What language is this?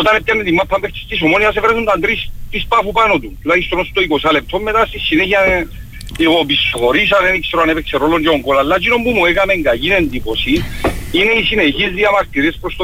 Greek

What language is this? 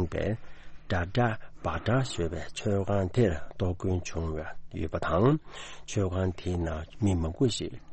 Tibetan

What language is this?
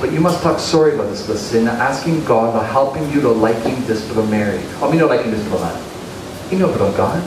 Tok Pisin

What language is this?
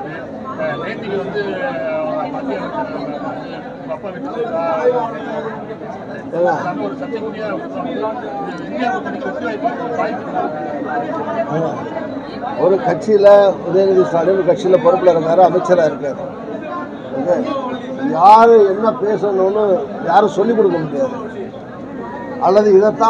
Tamil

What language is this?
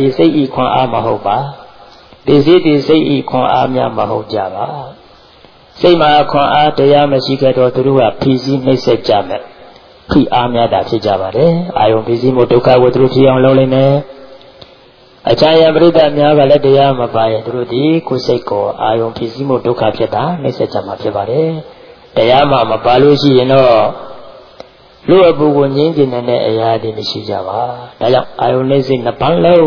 Burmese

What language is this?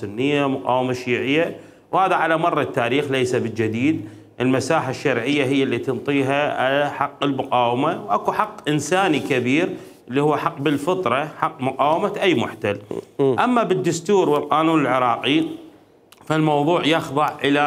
Mesopotamian Arabic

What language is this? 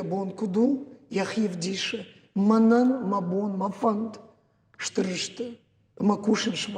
Ossetic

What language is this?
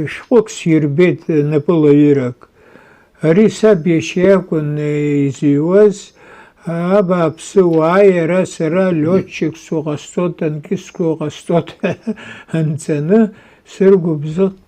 Abkhazian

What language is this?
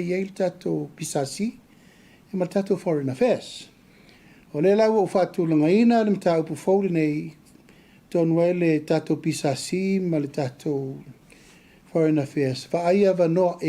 Samoan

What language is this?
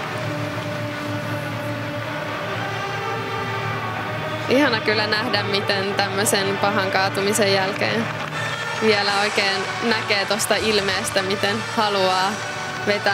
Finnish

